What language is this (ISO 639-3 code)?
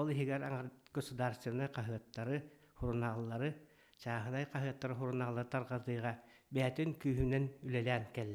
sah